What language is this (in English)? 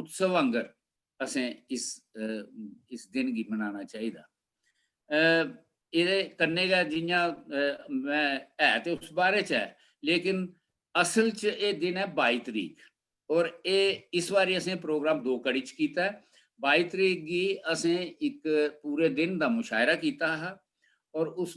Dogri